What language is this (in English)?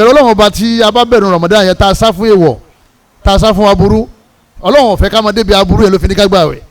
Yoruba